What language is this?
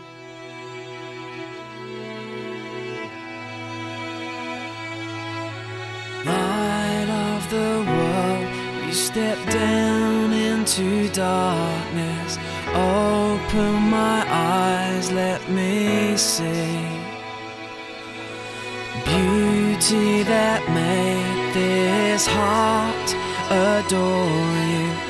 English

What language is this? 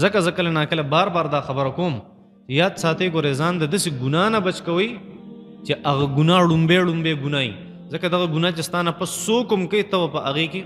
Pashto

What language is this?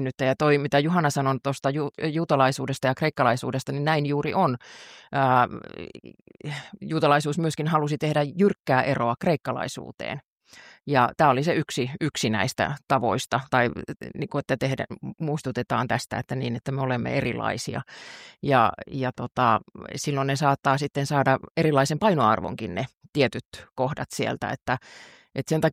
Finnish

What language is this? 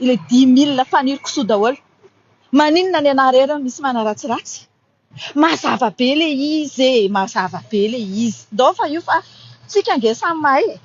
Malagasy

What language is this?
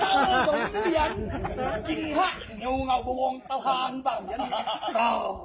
Tedim Chin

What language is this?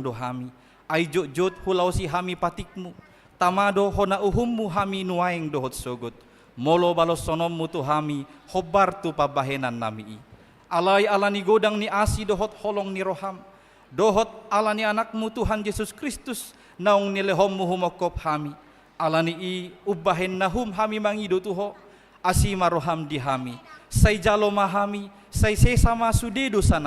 Batak Toba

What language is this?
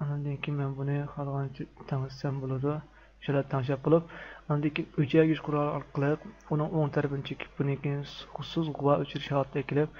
Uyghur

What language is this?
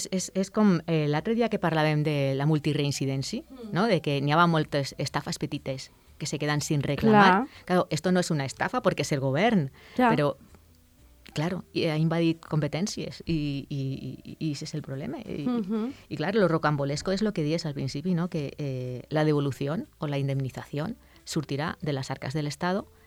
Catalan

